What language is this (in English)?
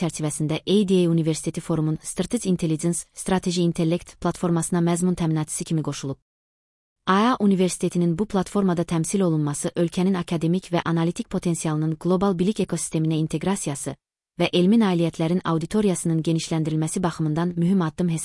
Azerbaijani